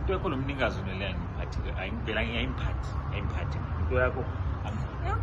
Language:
Zulu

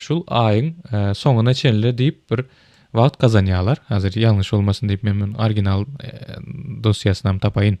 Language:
Turkmen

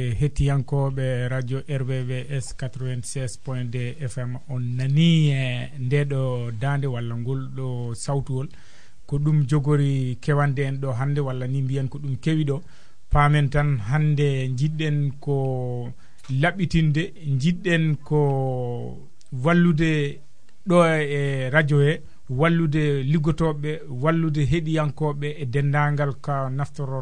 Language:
Fula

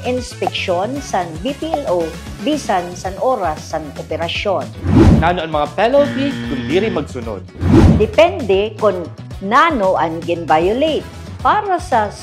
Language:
Waray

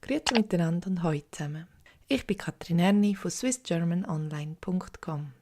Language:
Swiss German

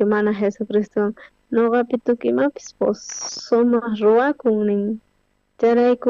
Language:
South Bolivian Quechua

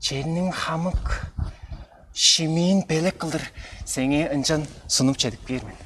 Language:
Tuvinian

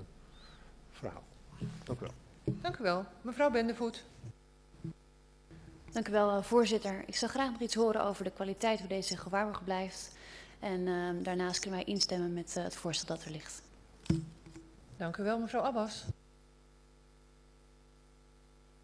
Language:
Dutch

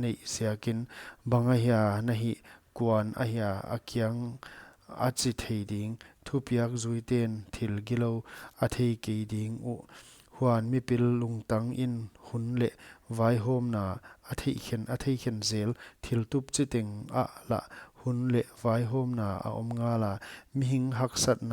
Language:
Paite Chin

